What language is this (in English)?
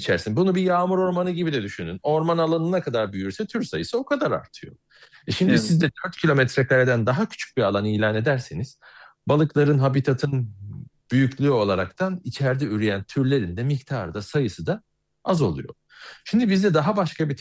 Turkish